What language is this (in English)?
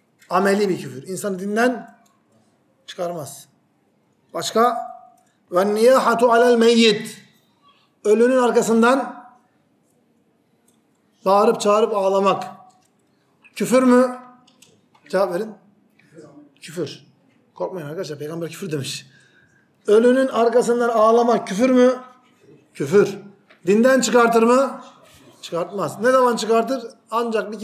Turkish